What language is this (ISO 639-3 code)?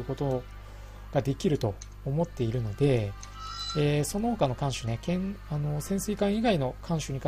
jpn